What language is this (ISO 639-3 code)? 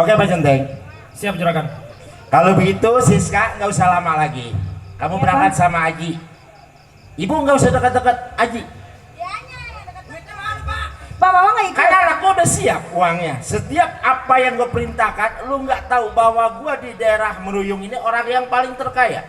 bew